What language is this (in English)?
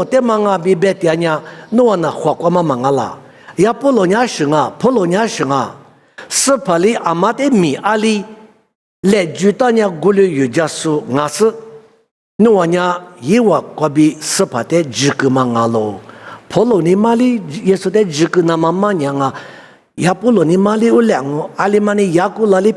Lisu